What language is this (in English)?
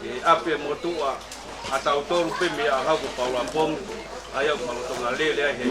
Tongan